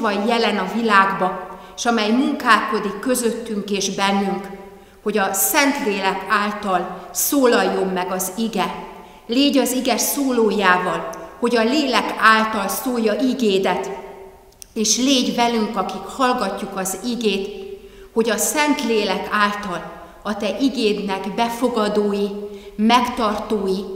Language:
Hungarian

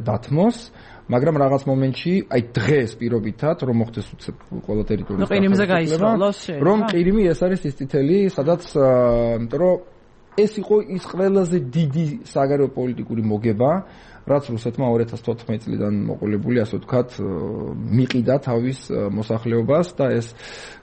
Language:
Georgian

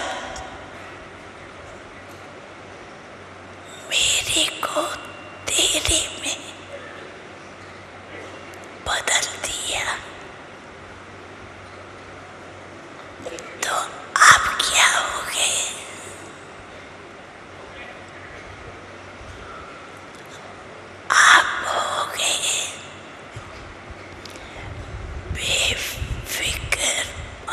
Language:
Hindi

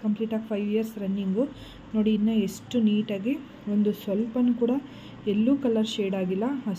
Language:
Kannada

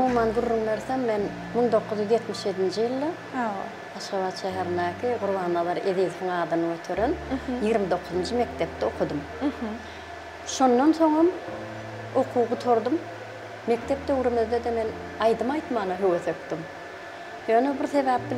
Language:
Turkmen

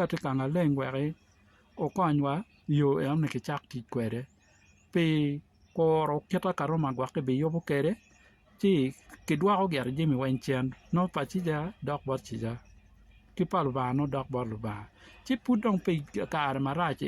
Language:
Acoli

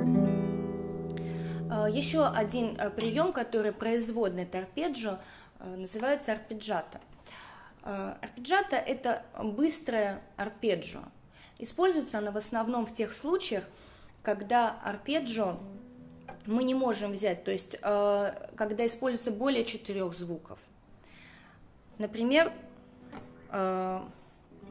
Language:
Russian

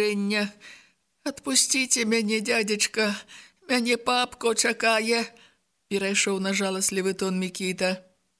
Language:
Belarusian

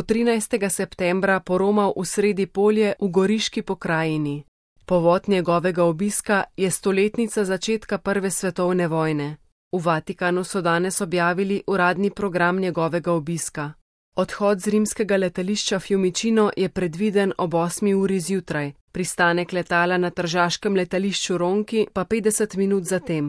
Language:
Slovenian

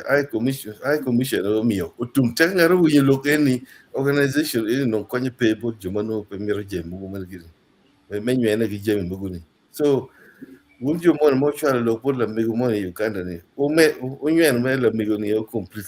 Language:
Acoli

